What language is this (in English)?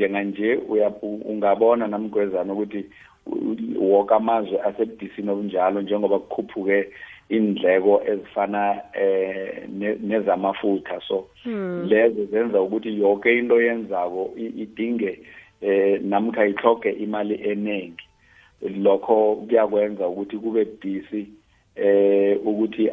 South Ndebele